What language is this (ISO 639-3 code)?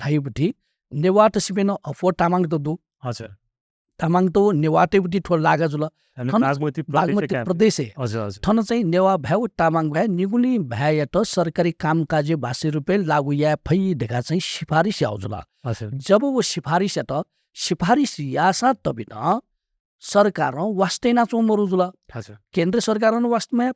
new